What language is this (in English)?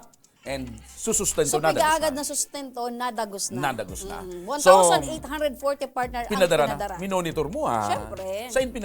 Bikol